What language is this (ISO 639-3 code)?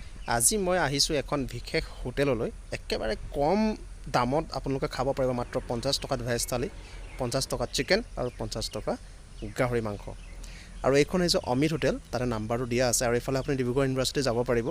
asm